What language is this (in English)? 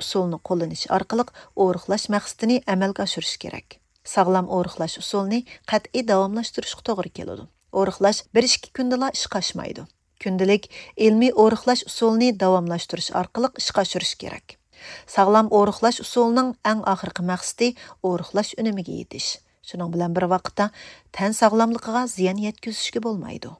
Uyghur